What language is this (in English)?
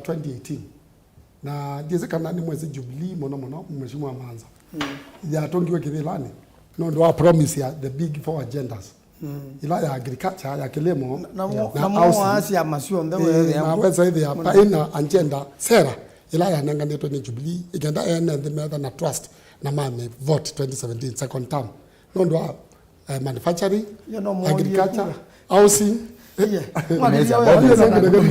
Kamba